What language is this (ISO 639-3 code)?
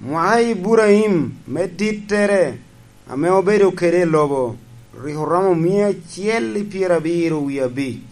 laj